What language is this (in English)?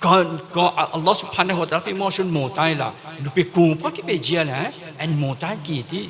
Morisyen